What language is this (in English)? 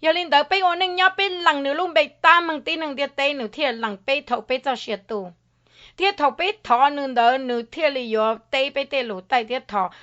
Hmong